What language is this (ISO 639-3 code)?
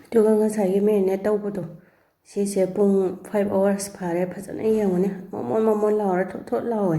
mni